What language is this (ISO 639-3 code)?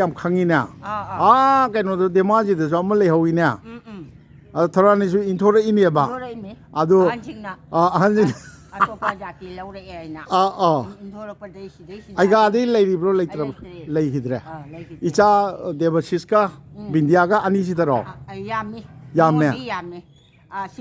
mni